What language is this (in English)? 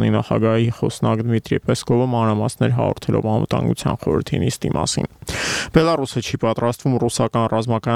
Armenian